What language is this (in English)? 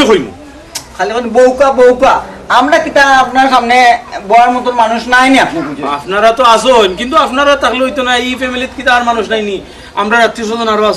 Sylheti